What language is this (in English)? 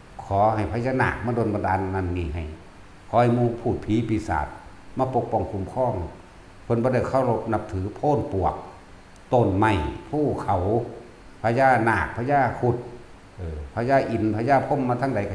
Northeastern Thai